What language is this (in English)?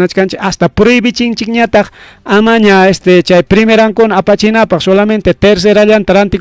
Ayacucho Quechua